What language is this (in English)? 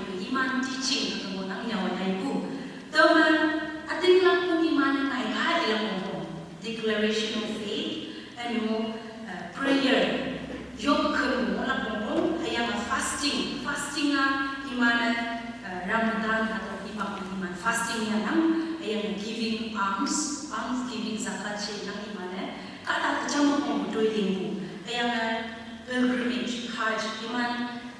Konyak Naga